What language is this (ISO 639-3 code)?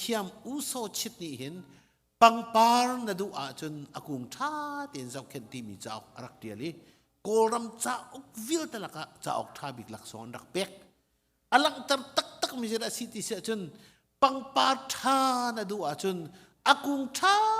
cnh